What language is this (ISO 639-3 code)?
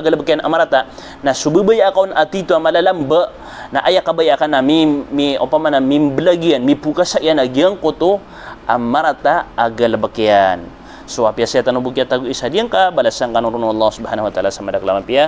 mrw